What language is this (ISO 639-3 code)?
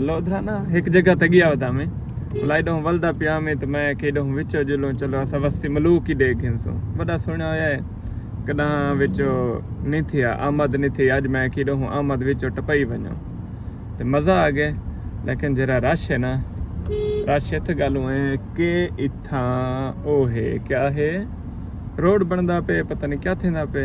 skr